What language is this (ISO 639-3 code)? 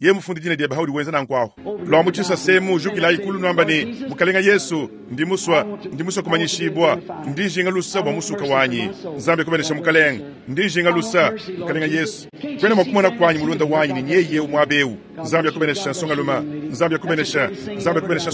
lua